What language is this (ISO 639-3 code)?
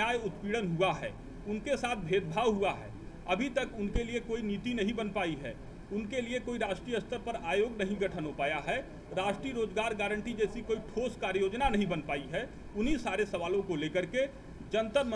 hin